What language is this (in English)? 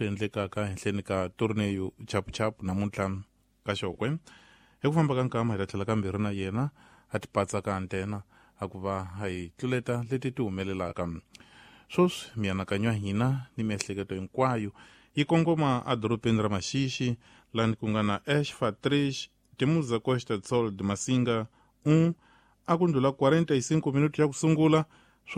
Tsonga